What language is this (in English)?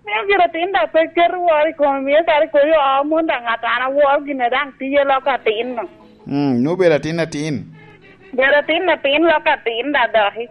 Lango (Uganda)